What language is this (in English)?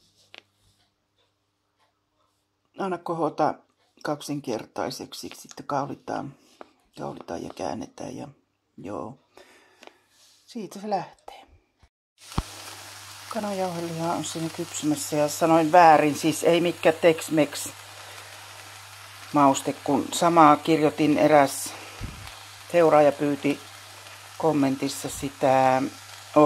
Finnish